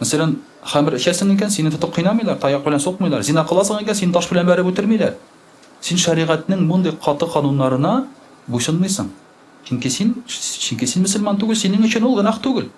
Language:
Tatar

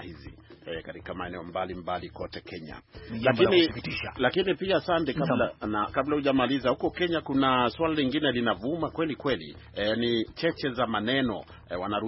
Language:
Swahili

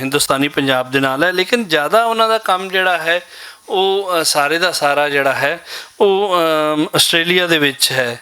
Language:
Western Panjabi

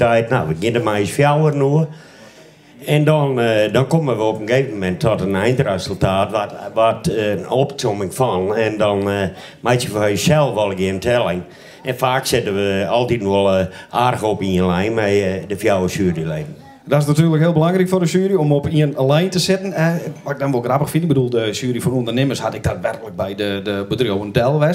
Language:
Western Frisian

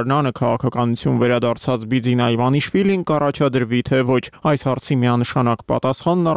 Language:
Armenian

